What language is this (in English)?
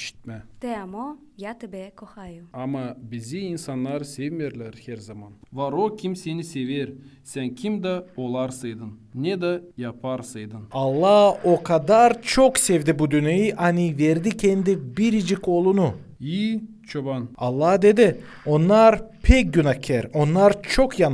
Gagauz